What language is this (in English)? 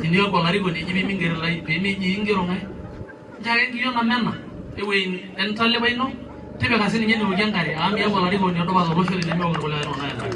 Masai